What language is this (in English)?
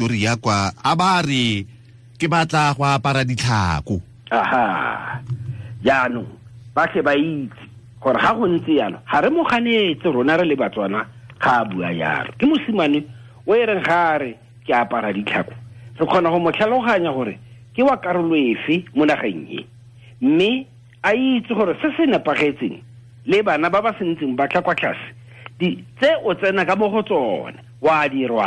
Tswana